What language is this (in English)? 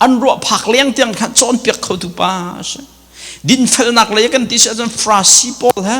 Hakha Chin